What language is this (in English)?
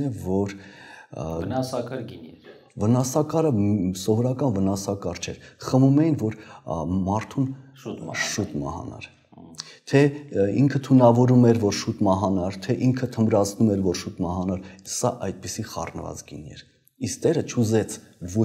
Armenian